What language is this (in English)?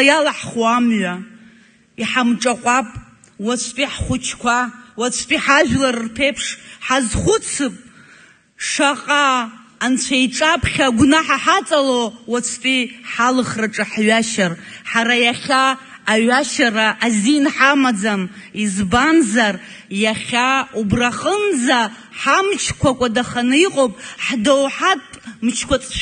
Abkhazian